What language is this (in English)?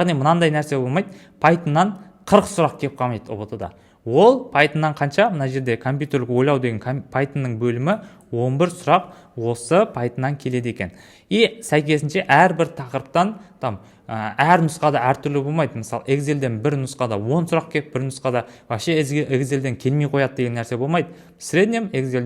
Kazakh